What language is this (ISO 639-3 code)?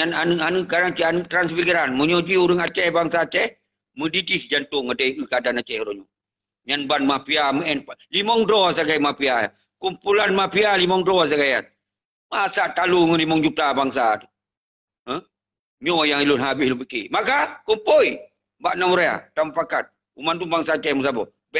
ace